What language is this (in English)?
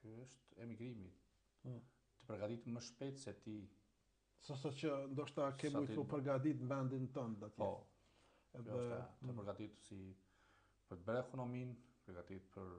Albanian